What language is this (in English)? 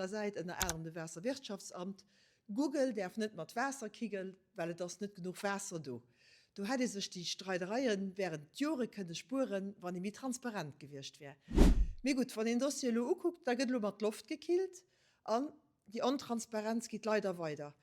Luxembourgish